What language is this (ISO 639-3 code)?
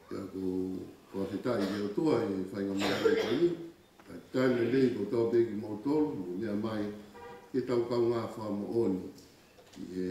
ton